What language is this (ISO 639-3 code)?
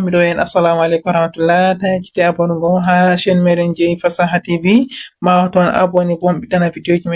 ful